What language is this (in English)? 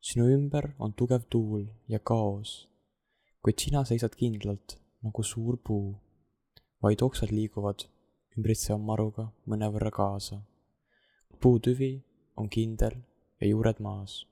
Estonian